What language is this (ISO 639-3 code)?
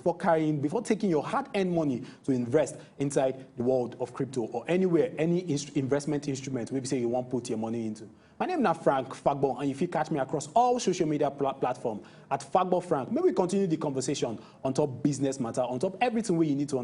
pcm